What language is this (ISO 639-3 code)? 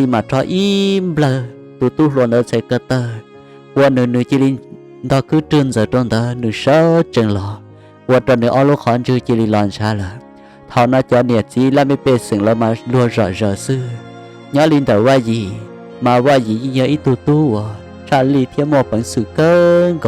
hmn